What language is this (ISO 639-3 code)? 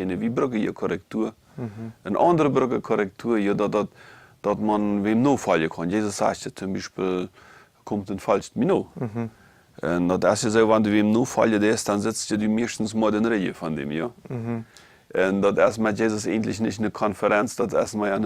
pdt